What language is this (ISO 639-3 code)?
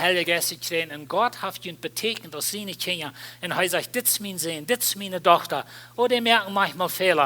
pdt